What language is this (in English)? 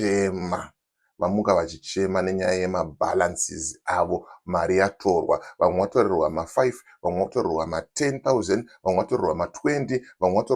Shona